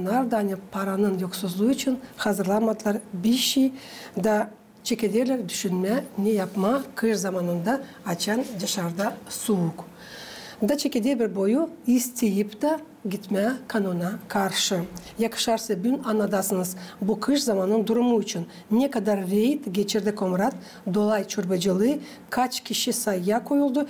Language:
Gagauz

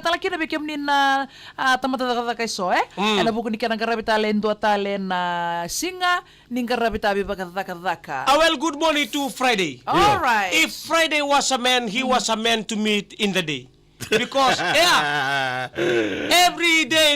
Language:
Fijian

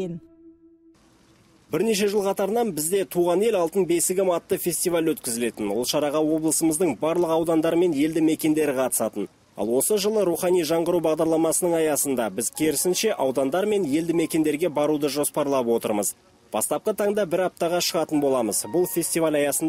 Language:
Kazakh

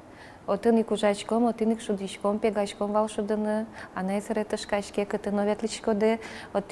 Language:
Udmurt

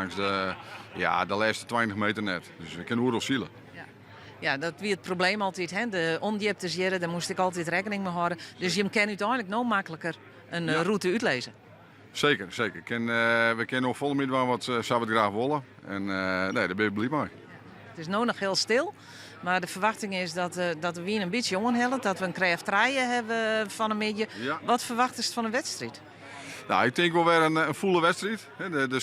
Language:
Western Frisian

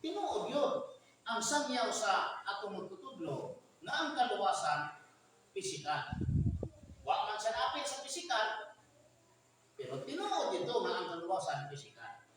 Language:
Cebuano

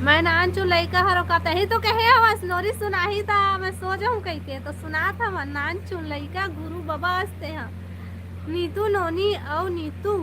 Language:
Chhattisgarhi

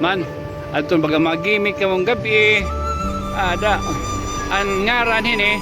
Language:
Waray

